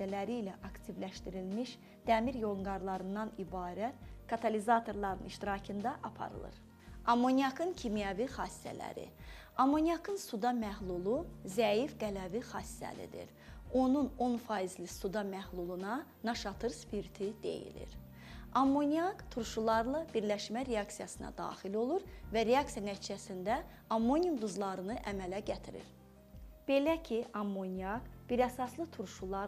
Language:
Azerbaijani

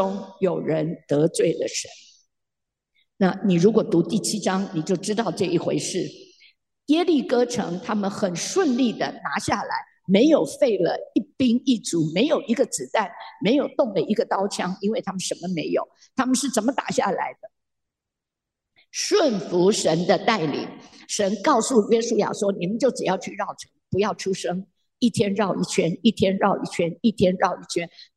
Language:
Chinese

